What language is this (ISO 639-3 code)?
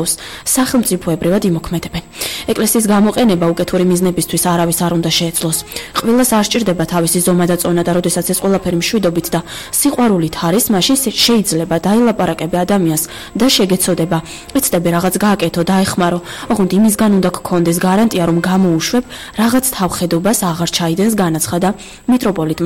kat